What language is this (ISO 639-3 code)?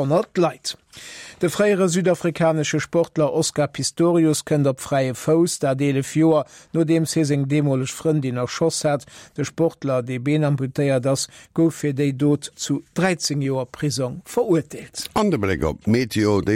ltz